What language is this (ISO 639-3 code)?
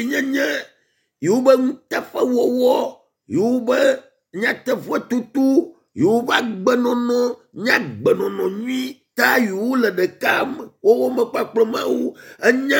ewe